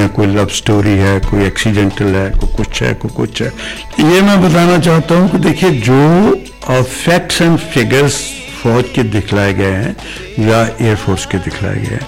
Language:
Hindi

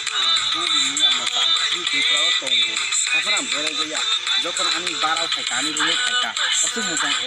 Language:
Kok Borok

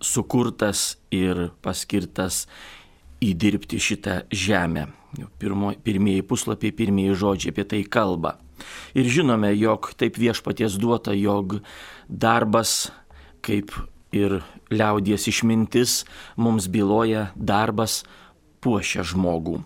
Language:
Lithuanian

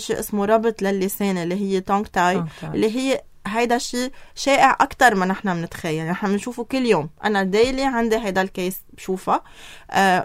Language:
North Levantine Arabic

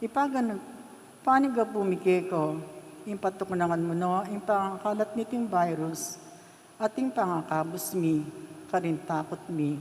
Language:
Pampanga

